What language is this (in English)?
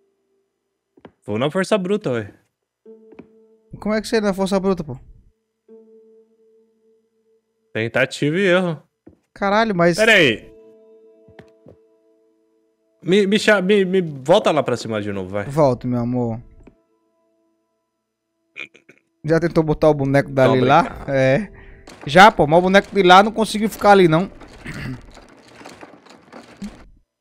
Portuguese